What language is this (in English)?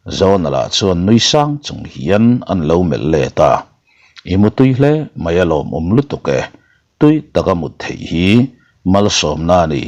Mizo